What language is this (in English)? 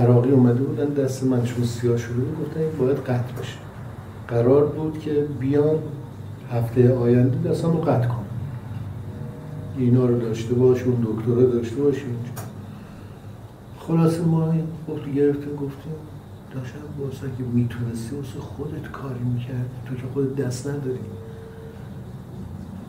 Persian